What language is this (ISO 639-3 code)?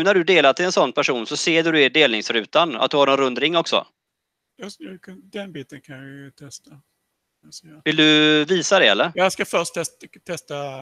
swe